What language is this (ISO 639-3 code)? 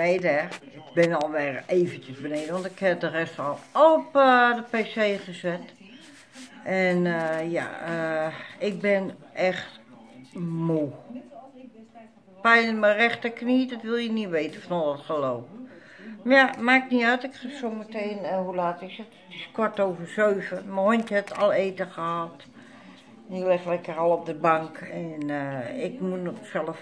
nld